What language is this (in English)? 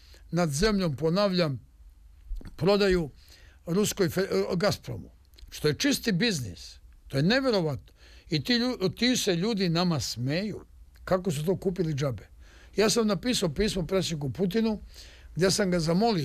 Serbian